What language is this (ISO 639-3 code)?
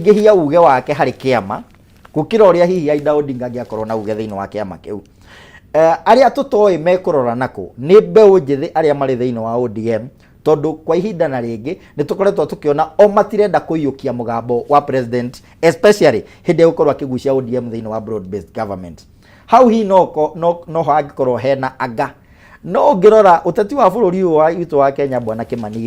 kik